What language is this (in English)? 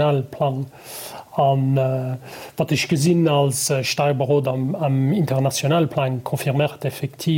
Luxembourgish